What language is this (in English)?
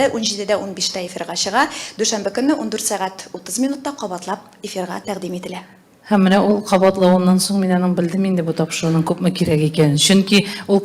Tatar